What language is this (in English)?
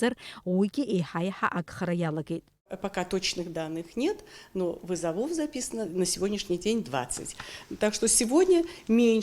Abkhazian